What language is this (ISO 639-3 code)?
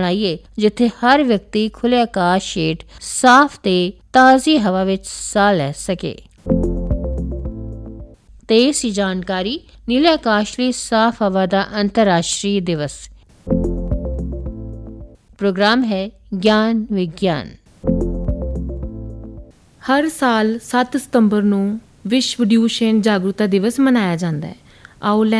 pan